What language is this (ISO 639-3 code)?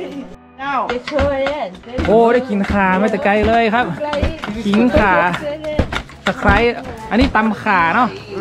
tha